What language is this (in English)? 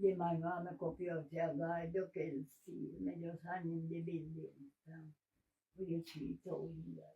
Jamaican Creole English